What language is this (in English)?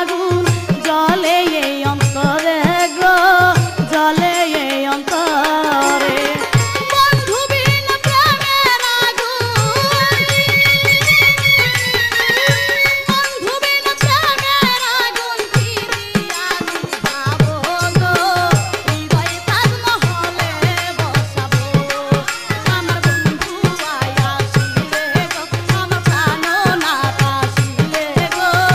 Bangla